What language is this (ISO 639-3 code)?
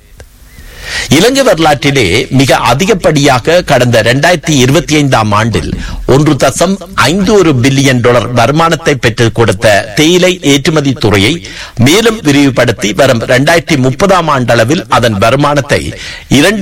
tam